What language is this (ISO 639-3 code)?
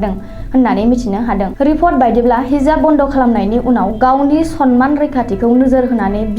brx